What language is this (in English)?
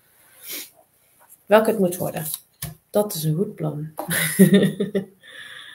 Dutch